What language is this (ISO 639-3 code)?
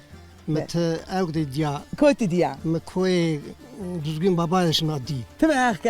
zza